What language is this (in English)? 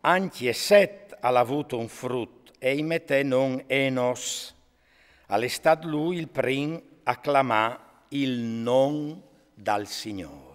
Friulian